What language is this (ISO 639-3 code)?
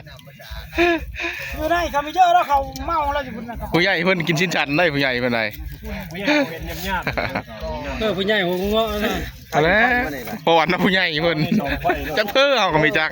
tts